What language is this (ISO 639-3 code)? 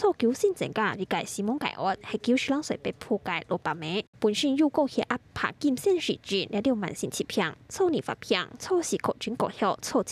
hak